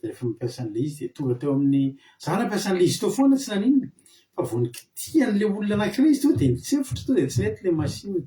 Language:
Malagasy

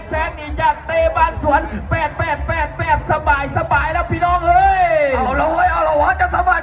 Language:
Lao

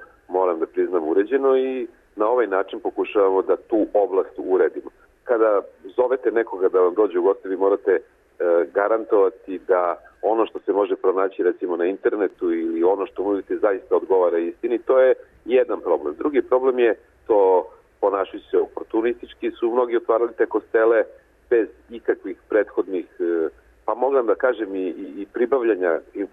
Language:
Serbian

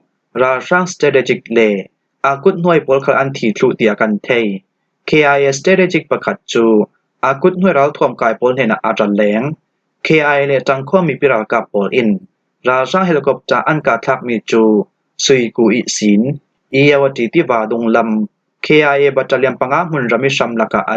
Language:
Falam Chin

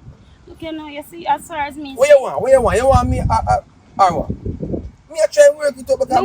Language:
Jamaican Creole English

